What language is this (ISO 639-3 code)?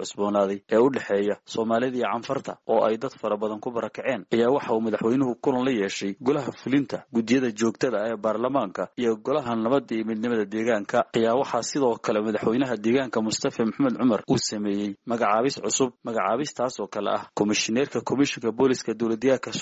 som